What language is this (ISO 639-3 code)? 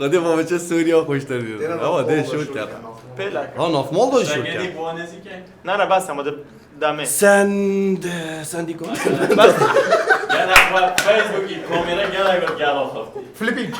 kur